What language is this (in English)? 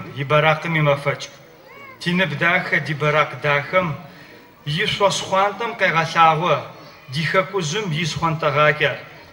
Adyghe